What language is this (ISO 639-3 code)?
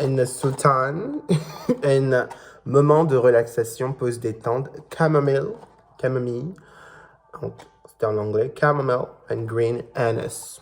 mfe